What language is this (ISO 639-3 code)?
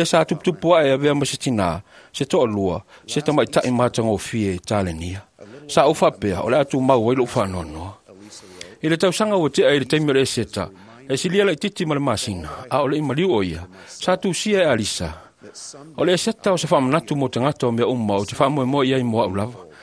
smo